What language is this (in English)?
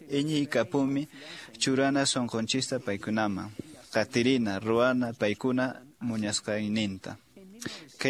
Quechua